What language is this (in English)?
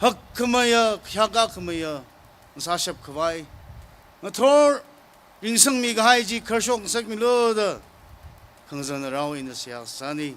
Tangkhul Naga (India)